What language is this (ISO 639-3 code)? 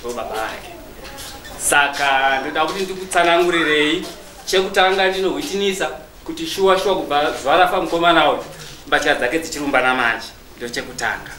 sna